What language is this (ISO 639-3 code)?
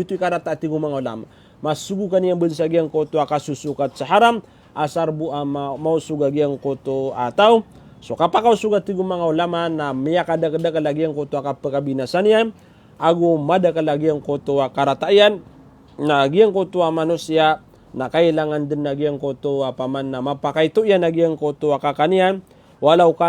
mrw